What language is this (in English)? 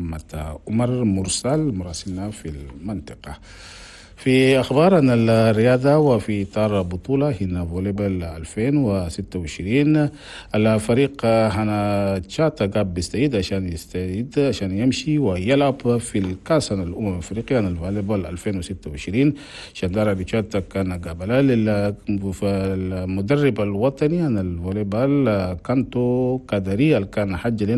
Chadian Arabic